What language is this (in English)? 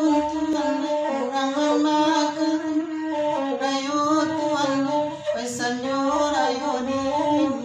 Minangkabau